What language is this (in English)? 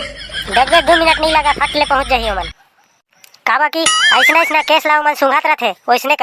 Chhattisgarhi